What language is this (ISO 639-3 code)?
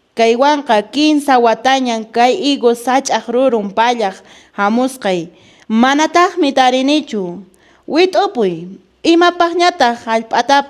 que